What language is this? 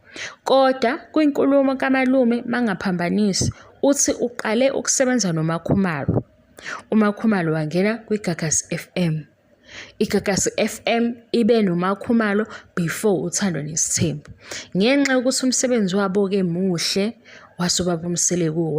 Zulu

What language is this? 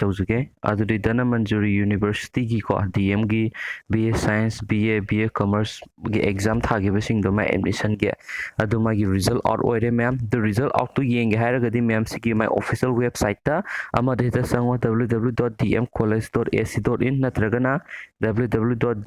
Manipuri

